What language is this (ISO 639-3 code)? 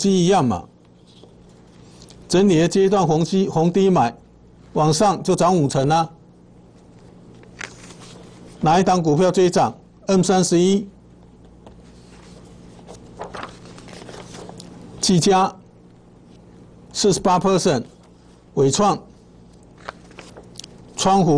zho